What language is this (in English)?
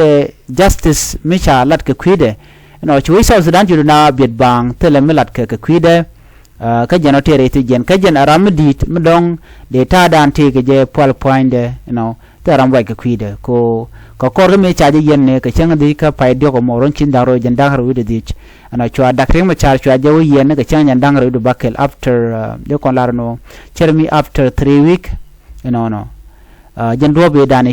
Nuer